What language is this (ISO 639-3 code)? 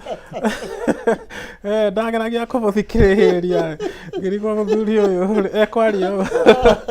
kik